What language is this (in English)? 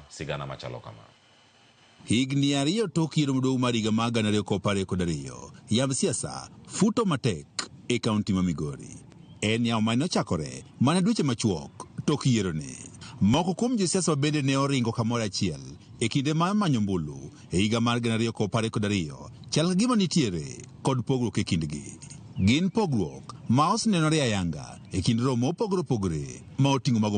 Luo (Kenya and Tanzania)